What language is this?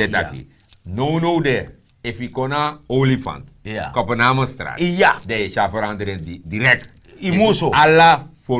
Sranan Tongo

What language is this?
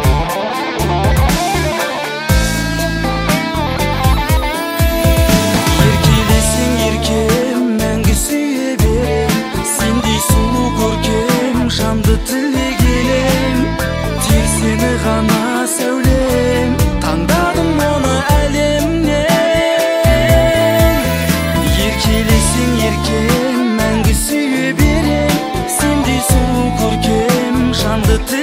Kazakh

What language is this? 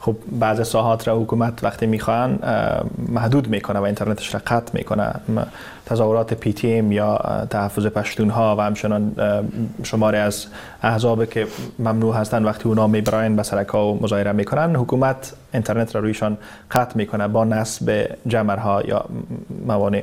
Persian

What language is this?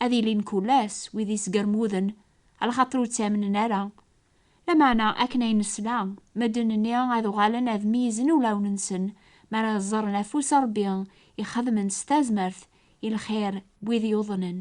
Kabyle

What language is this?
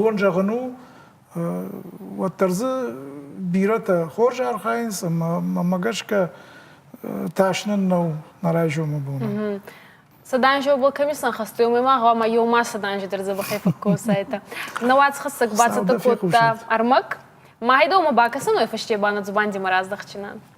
Ossetic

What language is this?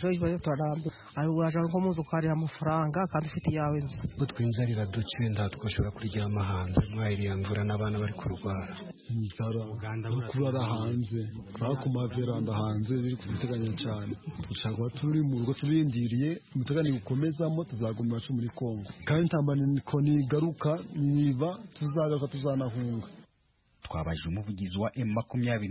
Kinyarwanda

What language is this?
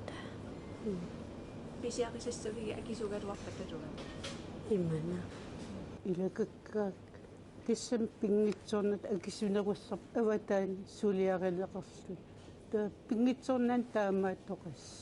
Kalaallisut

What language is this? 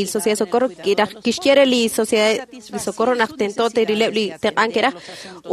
Kekchí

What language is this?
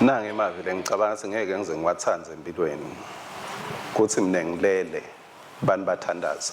Swati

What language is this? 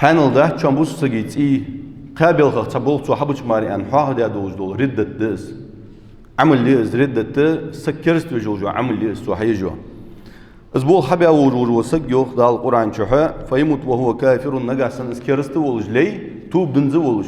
Ingush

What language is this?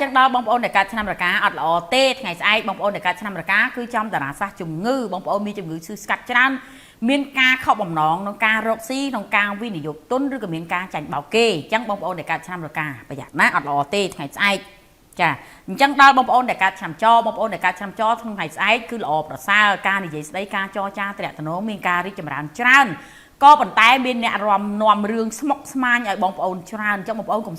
Khmer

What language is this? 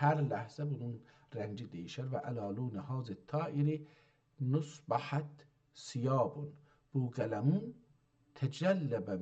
South Azerbaijani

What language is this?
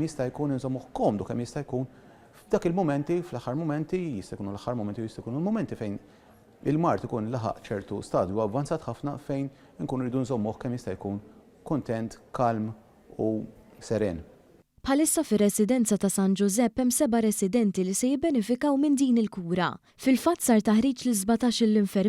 Maltese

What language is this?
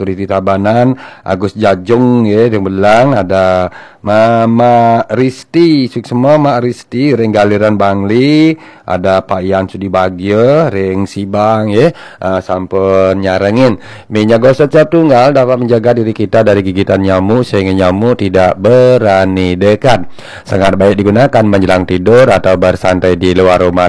Balinese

